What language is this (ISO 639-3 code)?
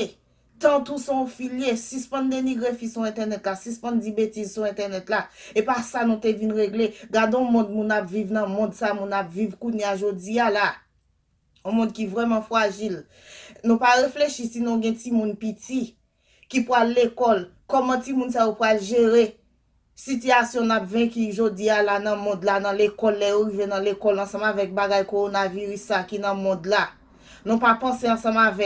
hat